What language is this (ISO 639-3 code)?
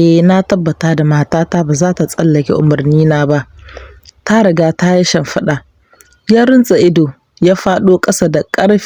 hau